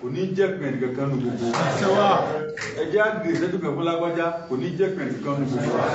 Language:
Yoruba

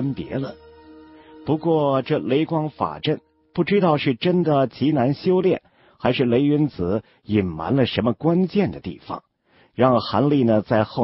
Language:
Chinese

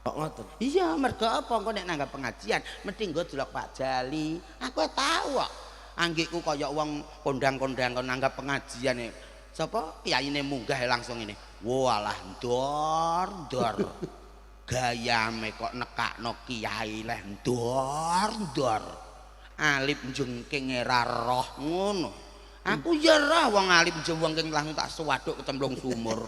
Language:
Javanese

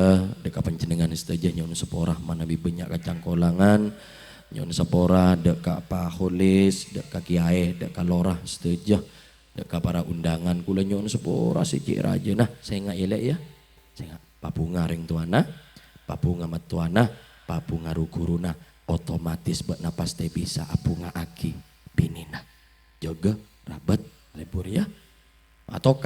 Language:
Madurese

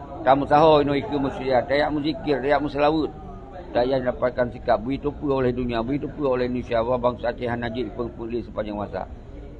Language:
Achinese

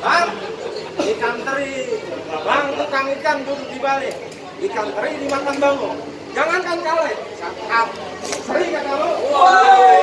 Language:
Betawi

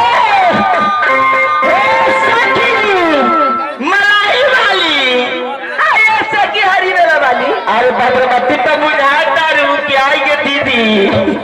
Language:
Bhojpuri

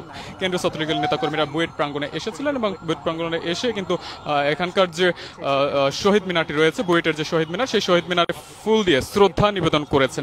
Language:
Bangla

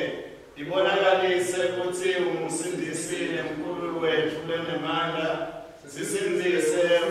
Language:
Swati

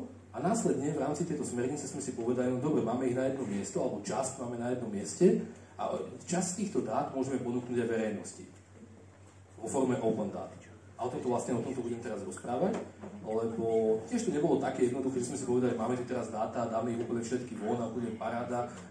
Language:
Slovak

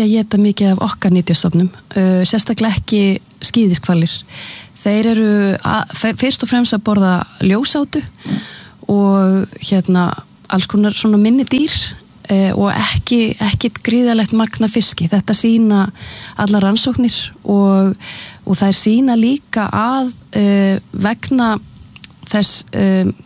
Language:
Icelandic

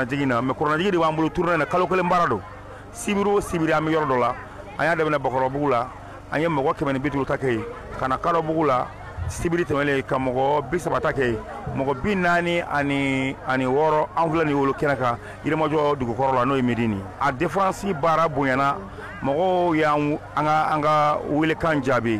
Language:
Bambara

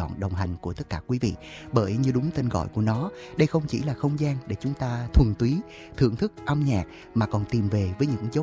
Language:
Vietnamese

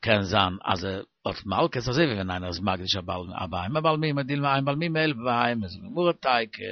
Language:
Yiddish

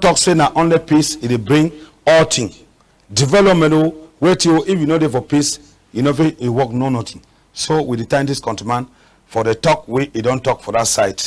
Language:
Cameroon Pidgin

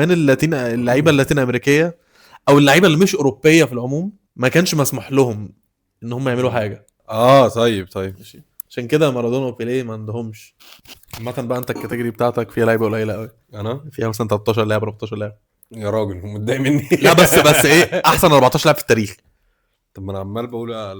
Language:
Egyptian Arabic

